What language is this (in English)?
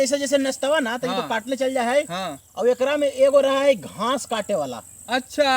Magahi